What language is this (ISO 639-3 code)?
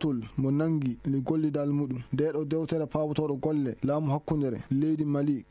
ful